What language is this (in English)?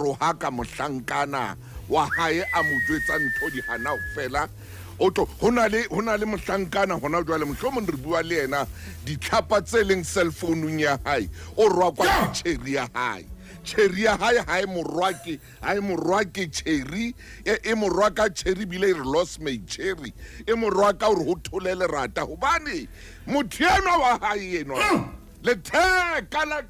Southern Sotho